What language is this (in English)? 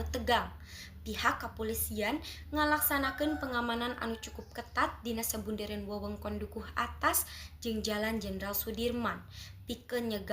Sundanese